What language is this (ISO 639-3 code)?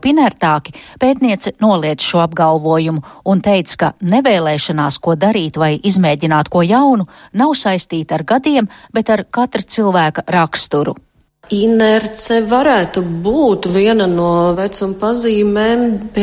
lav